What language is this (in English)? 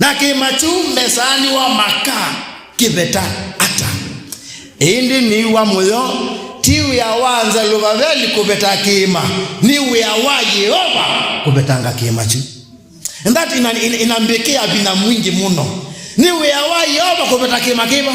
Kamba